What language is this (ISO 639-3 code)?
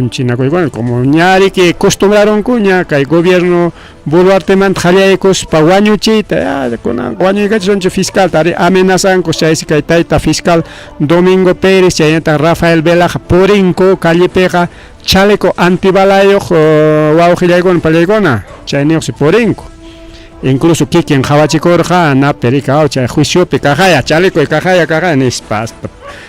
quy